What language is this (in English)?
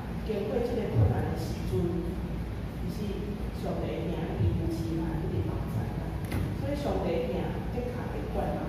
Min Nan Chinese